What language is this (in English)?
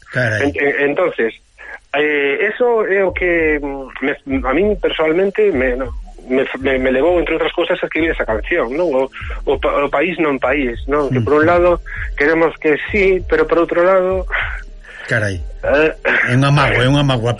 Galician